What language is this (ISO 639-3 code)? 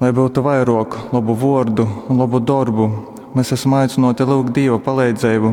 ltg